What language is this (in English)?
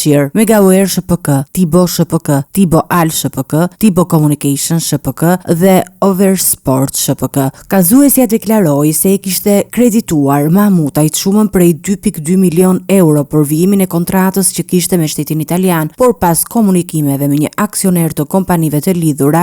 Albanian